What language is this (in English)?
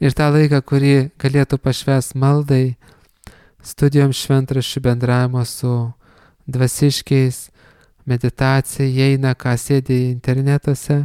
Lithuanian